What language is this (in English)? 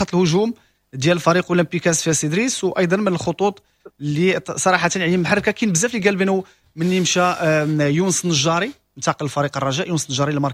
Moroccan Arabic